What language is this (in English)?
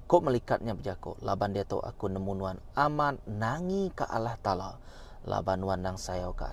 Iban